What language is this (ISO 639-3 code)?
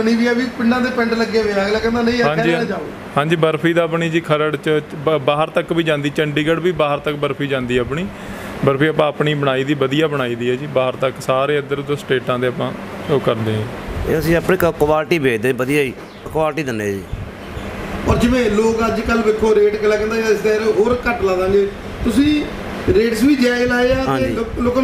pan